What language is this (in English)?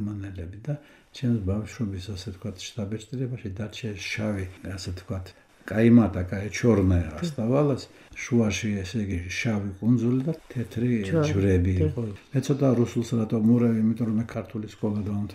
Georgian